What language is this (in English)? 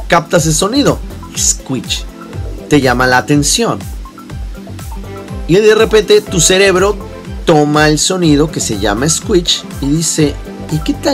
Spanish